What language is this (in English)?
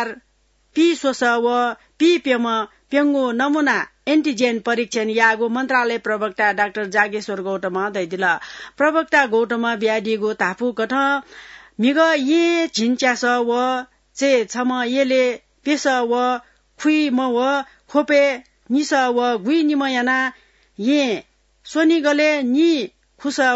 Newari